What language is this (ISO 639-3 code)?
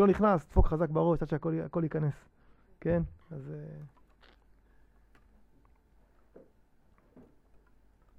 heb